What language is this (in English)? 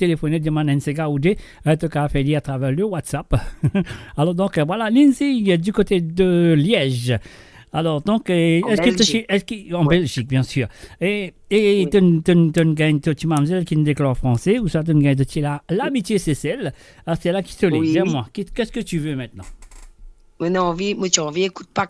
Morisyen